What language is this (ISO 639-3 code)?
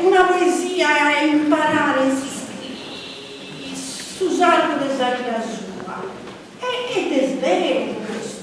srd